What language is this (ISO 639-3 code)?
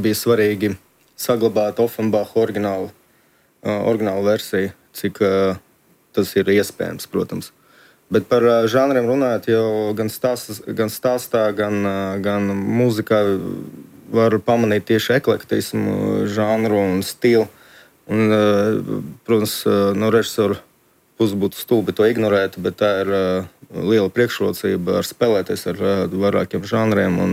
lav